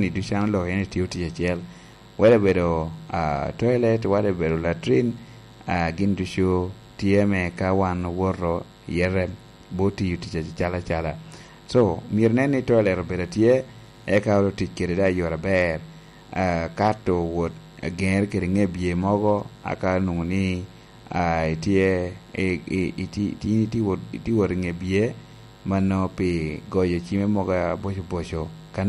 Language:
Lango (Uganda)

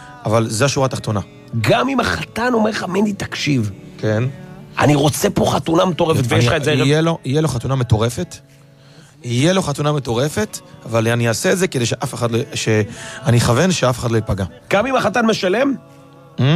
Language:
Hebrew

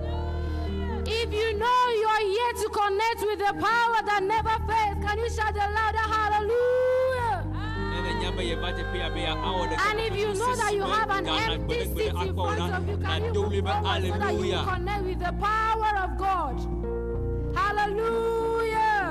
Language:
Ewe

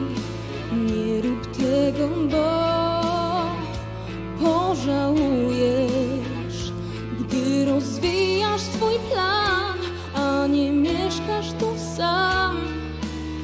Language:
Polish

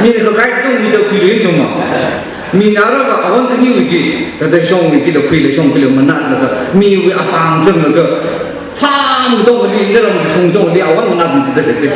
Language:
Tangkhul Naga (India)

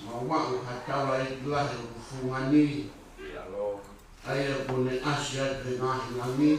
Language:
Tongan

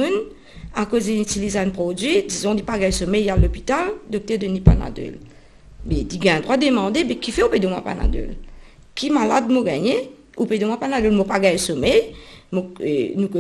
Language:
Morisyen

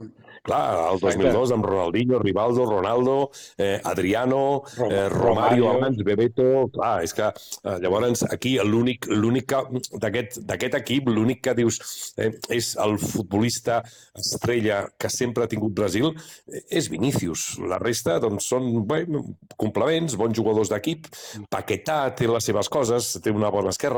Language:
Catalan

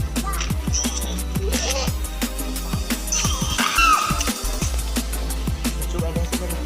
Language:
Lao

